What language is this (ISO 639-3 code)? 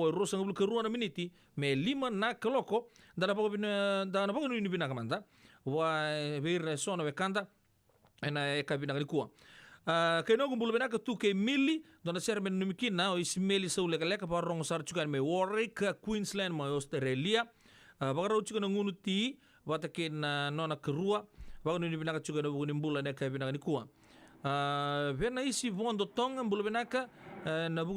fij